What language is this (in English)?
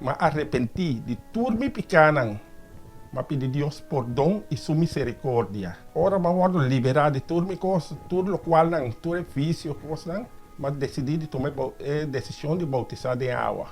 Papiamento